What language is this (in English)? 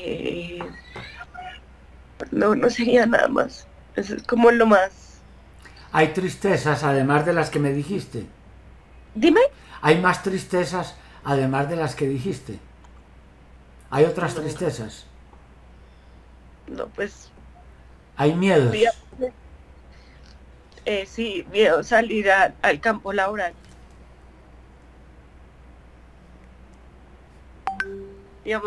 Spanish